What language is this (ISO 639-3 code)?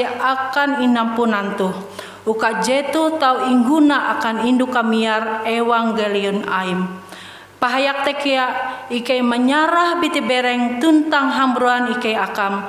nij